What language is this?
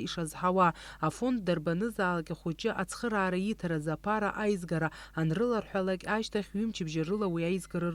Abkhazian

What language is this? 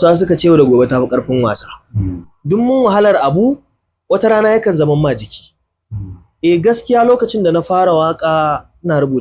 Hausa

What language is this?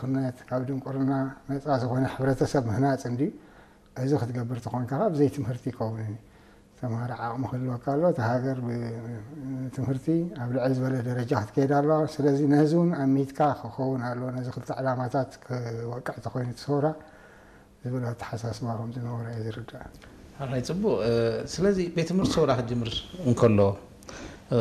Tigrinya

